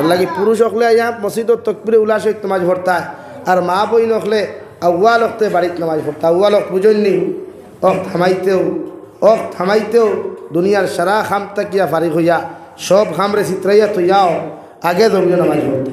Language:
Sylheti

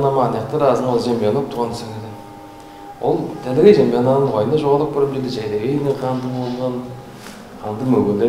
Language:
Tuvinian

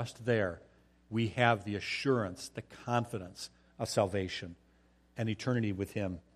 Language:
English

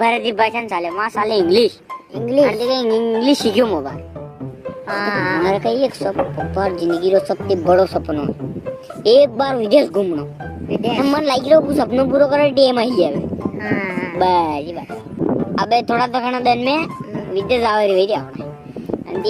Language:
Rajasthani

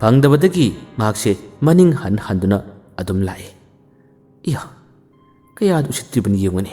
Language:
Manipuri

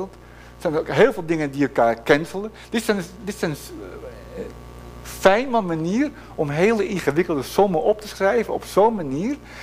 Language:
Dutch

